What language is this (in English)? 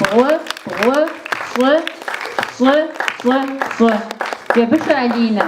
Kabardian